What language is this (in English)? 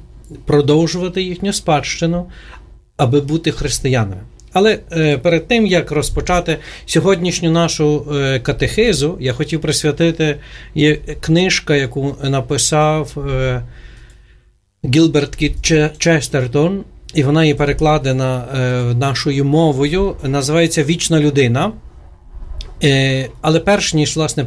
Ukrainian